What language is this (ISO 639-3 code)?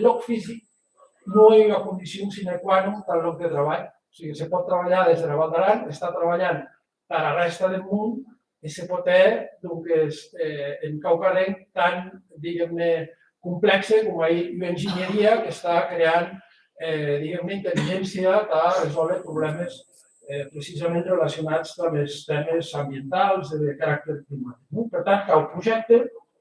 oci